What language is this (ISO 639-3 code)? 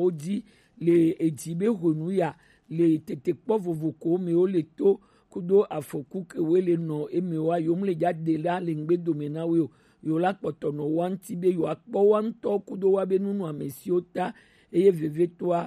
gej